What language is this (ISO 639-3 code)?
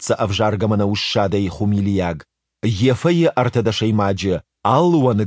oss